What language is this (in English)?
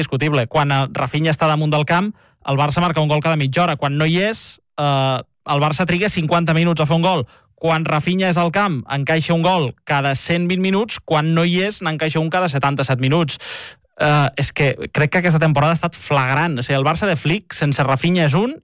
Catalan